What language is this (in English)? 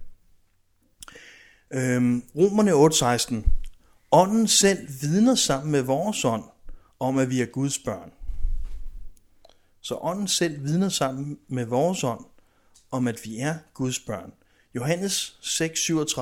Danish